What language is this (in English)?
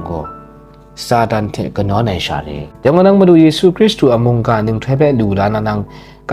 Kachin